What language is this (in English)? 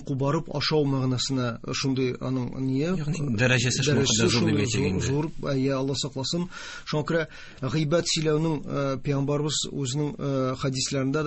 Tatar